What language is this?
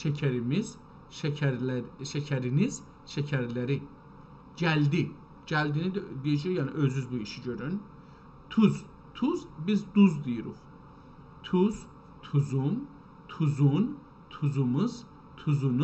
South Azerbaijani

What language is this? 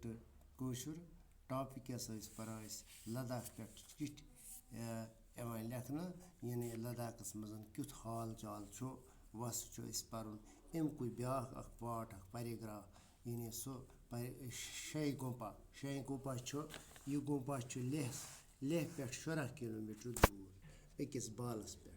Kashmiri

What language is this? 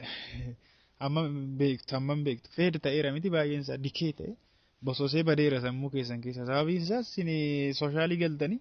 Oromo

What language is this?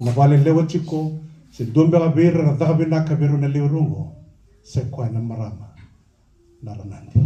Fijian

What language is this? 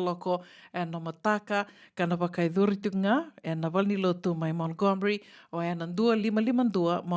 Fijian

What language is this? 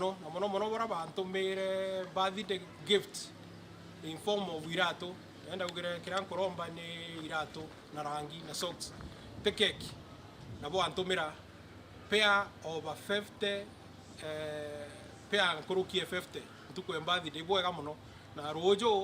Meru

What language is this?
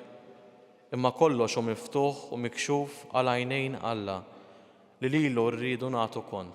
Maltese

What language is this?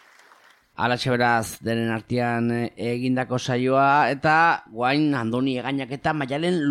Basque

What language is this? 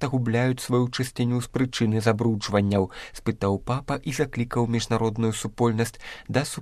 Belarusian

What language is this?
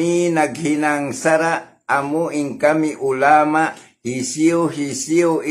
Tausug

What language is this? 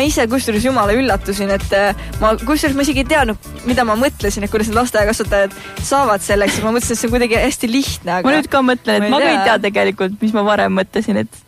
Estonian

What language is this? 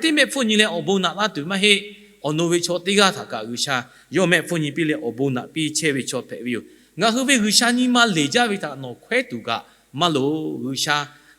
Lahu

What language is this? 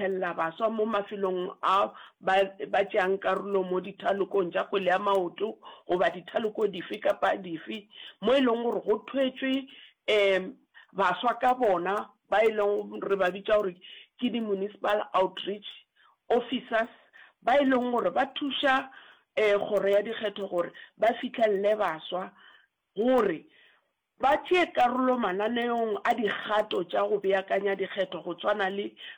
Northern Sotho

